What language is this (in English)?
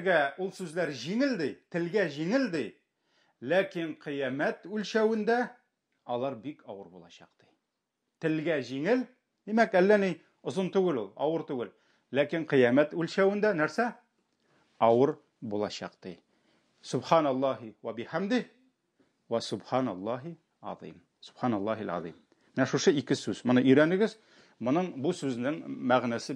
Tatar